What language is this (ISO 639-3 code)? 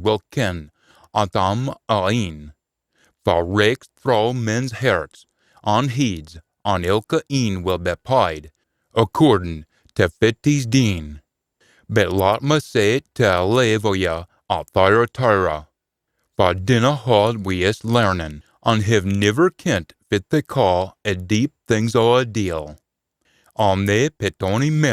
sco